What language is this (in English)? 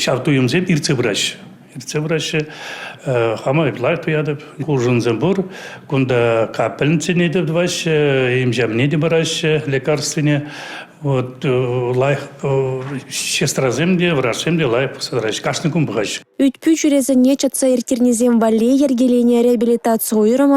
Chuvash